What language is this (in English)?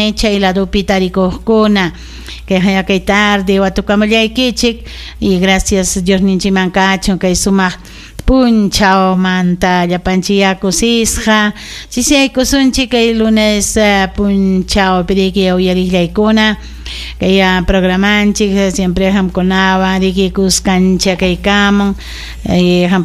Ayacucho Quechua